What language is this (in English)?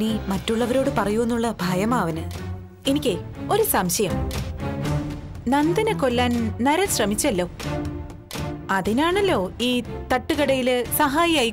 Malayalam